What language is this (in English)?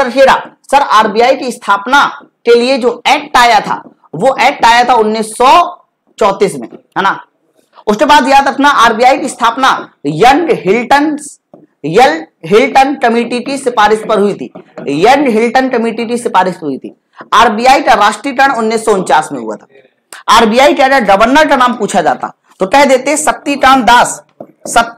Hindi